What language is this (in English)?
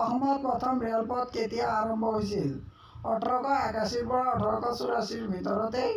Assamese